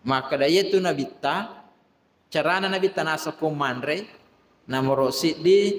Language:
Buginese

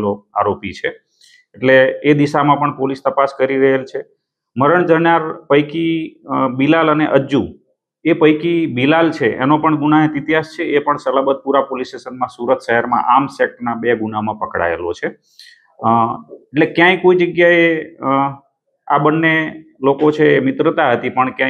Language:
Gujarati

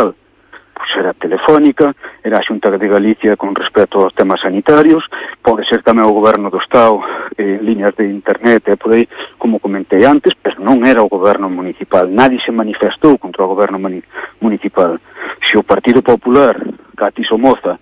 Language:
Galician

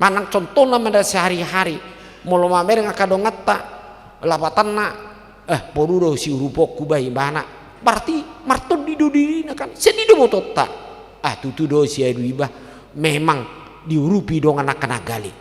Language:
Batak Toba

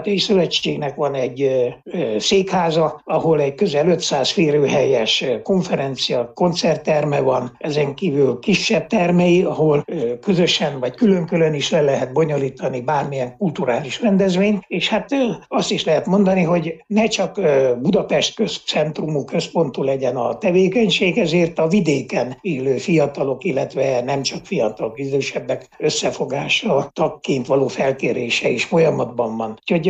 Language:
Hungarian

